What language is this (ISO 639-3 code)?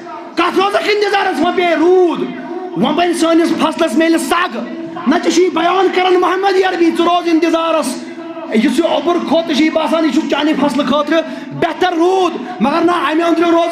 kas